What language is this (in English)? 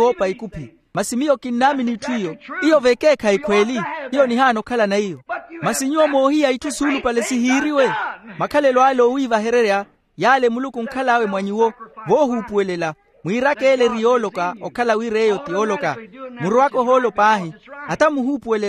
Makhuwa